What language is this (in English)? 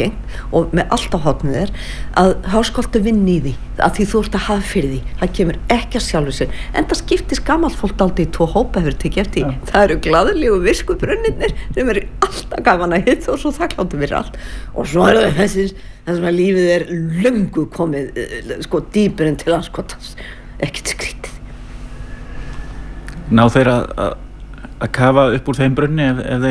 Icelandic